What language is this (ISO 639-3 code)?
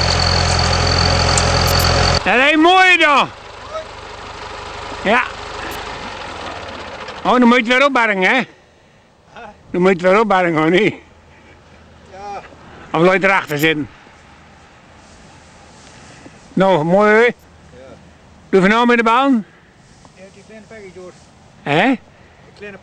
nld